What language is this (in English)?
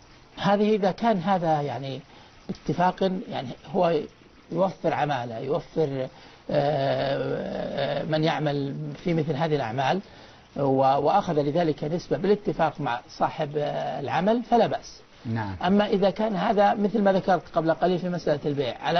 Arabic